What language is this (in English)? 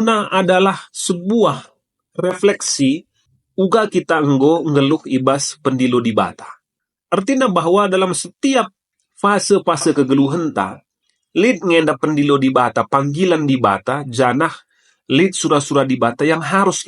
Batak Karo